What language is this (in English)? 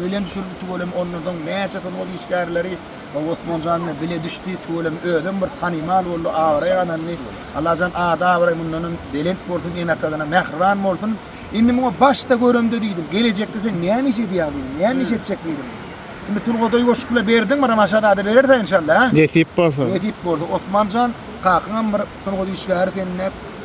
Turkmen